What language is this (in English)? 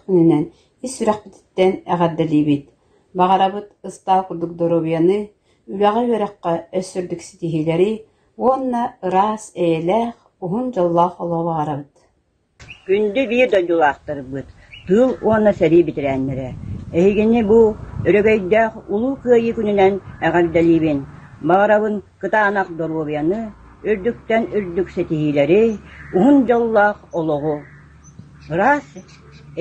Yakut